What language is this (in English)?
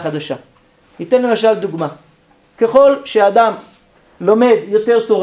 Hebrew